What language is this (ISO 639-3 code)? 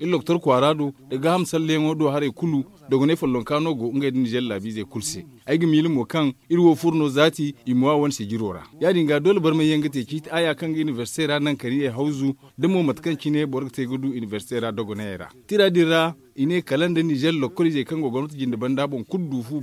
dje